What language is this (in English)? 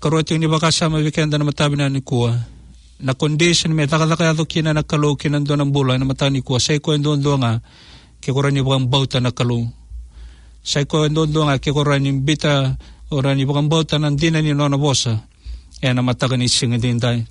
Fijian